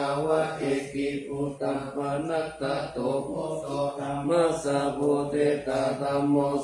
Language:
Pali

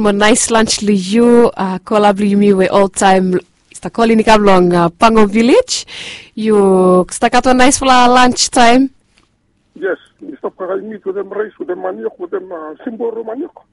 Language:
Bislama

